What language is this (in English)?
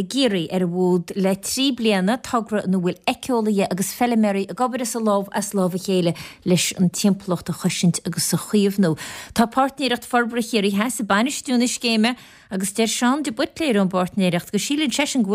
Irish